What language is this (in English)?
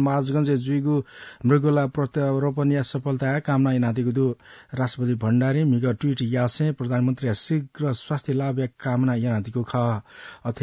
Newari